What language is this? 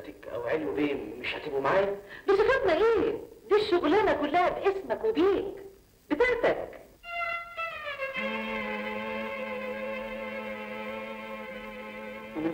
Egyptian Arabic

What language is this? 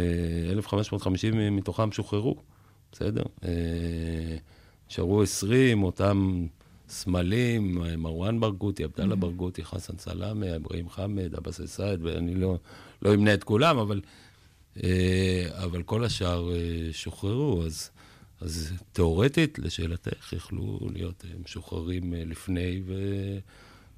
Hebrew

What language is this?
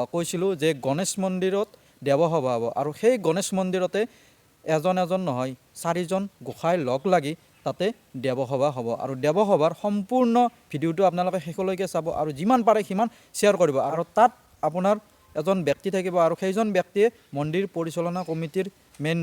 Assamese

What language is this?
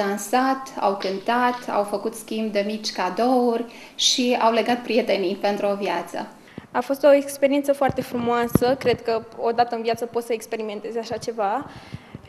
Romanian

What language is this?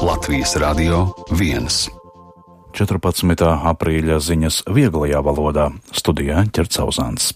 Latvian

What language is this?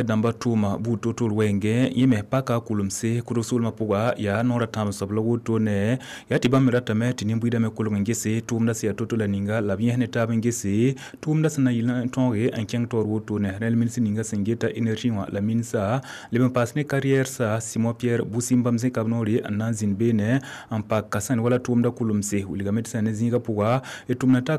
Mossi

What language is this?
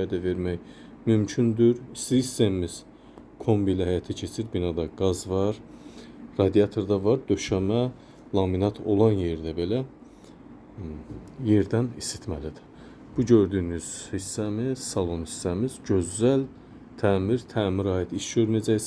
Azerbaijani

